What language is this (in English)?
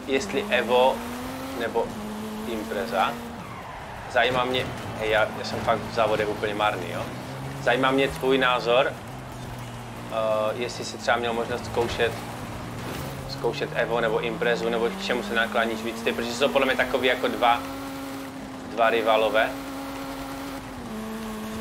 Czech